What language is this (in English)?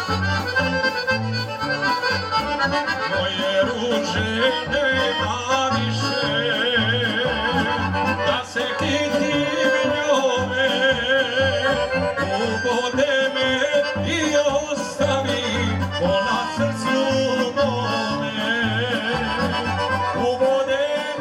Serbian